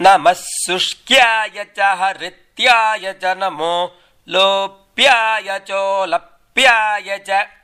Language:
Sanskrit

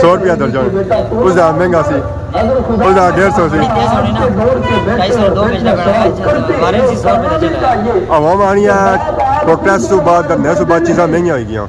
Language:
Pahari-Potwari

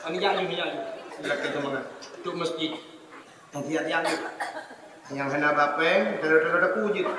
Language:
Achinese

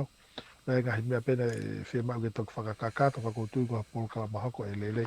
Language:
Tongan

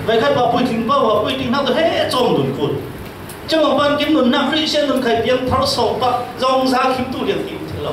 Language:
Falam Chin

